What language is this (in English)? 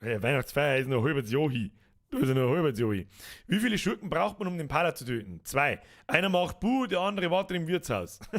Bavarian